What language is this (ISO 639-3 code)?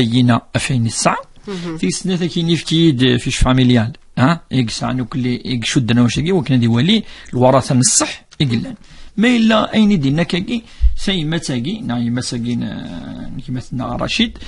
kab